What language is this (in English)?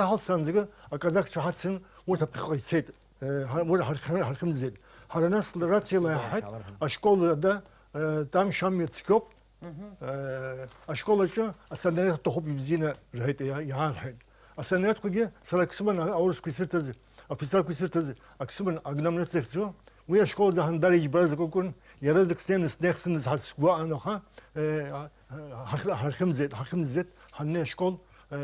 Abkhazian